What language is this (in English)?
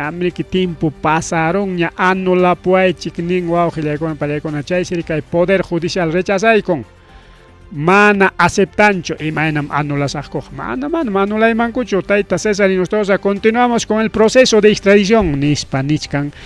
Ayacucho Quechua